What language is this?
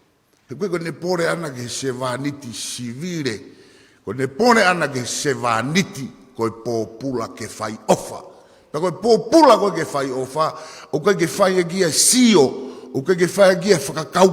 Tongan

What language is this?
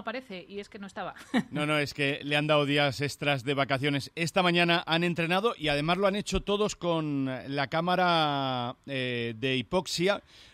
Spanish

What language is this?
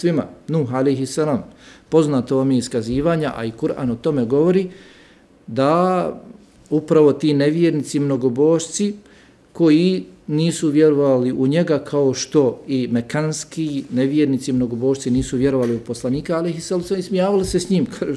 Bosnian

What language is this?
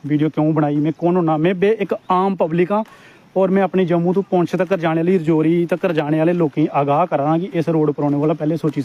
Dogri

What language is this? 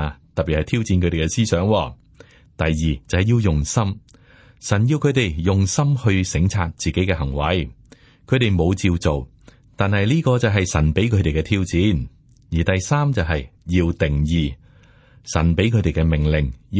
Cantonese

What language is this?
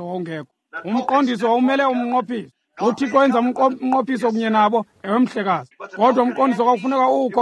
Xhosa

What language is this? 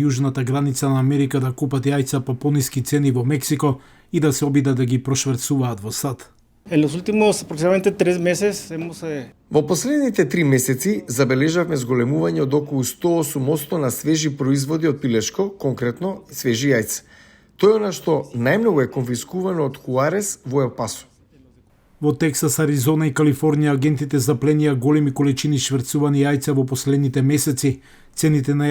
Macedonian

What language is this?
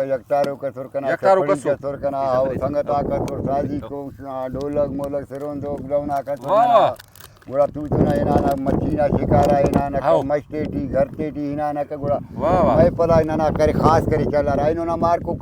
Brahui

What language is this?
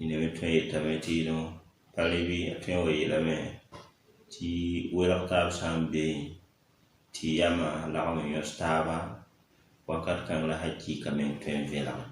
Mossi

